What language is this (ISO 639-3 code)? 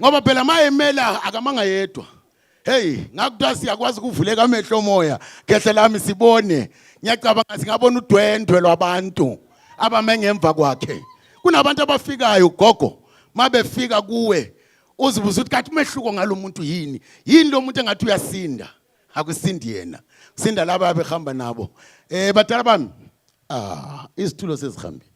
zul